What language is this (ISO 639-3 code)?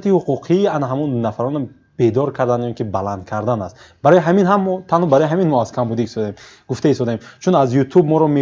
tgk